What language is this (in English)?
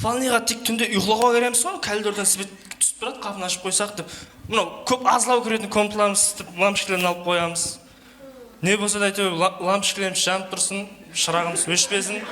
Kara-Kalpak